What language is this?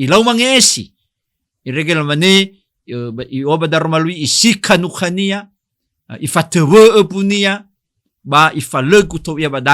Nias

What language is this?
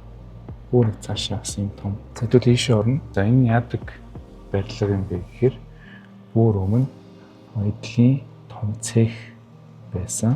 Mongolian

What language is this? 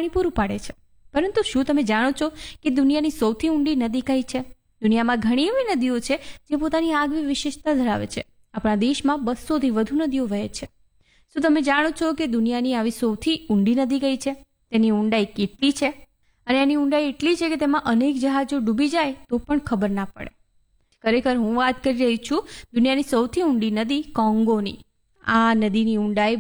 Gujarati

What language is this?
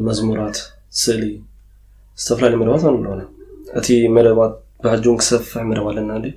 Tigrinya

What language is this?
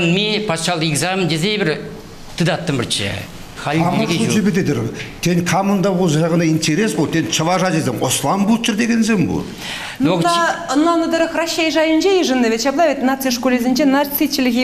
Chuvash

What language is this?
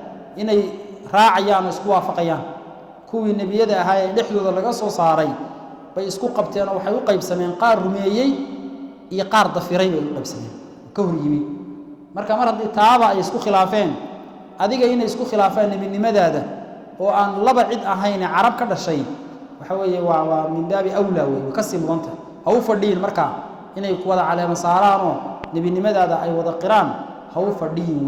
Somali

